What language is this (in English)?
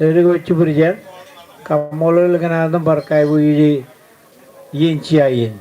Marshallese